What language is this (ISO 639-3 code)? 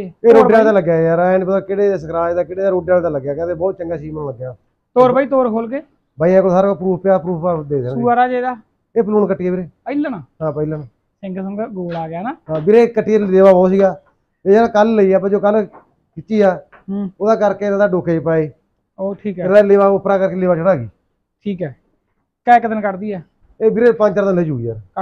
pan